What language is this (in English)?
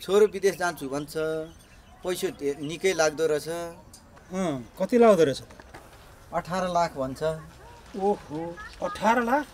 Nepali